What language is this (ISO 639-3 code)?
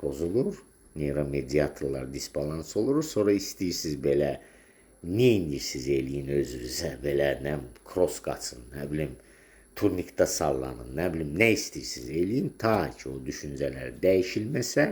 aze